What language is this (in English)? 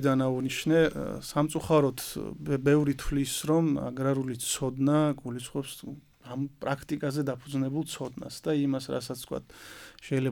Georgian